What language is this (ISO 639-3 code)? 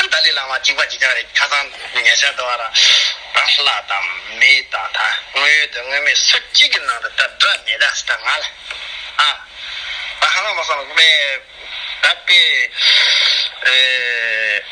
bod